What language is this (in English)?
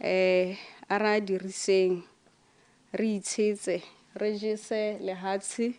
Tswana